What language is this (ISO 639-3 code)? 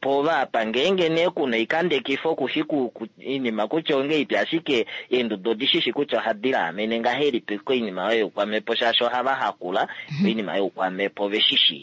kua